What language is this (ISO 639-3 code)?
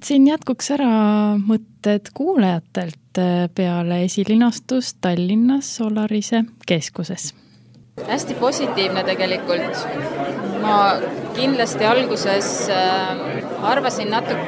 est